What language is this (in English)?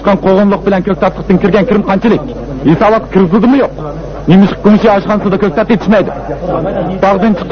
Uyghur